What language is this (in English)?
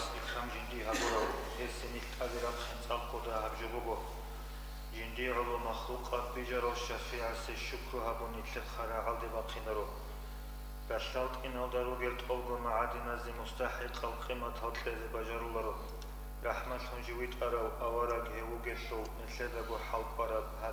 Avaric